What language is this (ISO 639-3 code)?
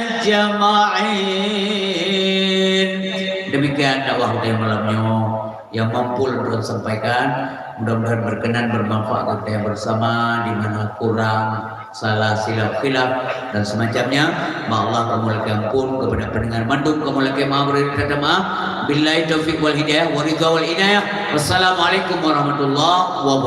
ace